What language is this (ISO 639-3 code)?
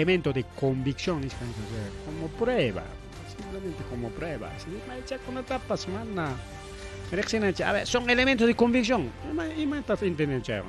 quy